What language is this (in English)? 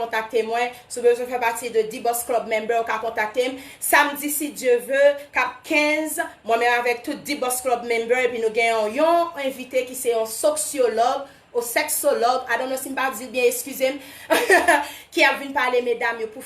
Haitian Creole